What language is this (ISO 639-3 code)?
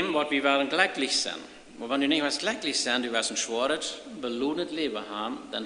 pdt